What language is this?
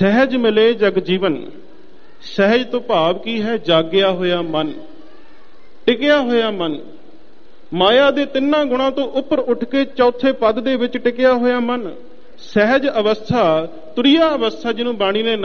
Punjabi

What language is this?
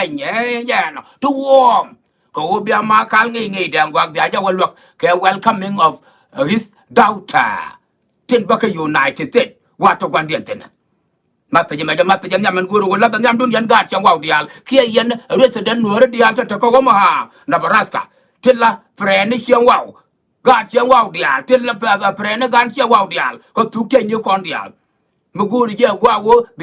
Nuer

